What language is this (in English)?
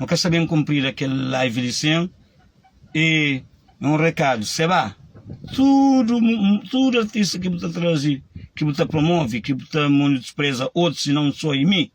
Kabuverdianu